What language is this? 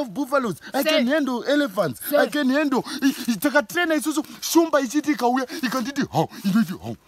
Shona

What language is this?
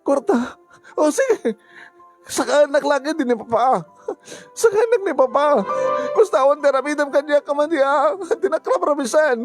Iloko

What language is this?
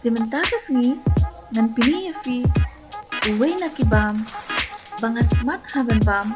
Khasi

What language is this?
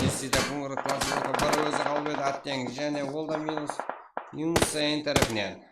Kara-Kalpak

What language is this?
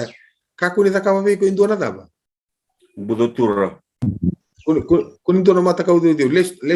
Fijian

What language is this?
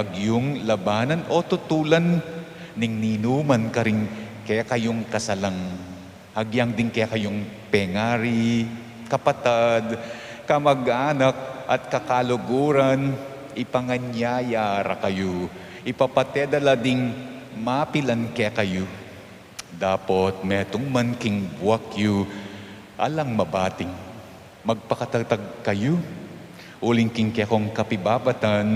Pampanga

